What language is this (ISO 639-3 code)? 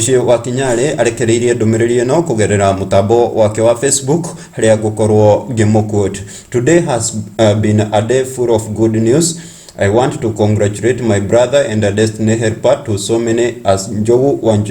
kik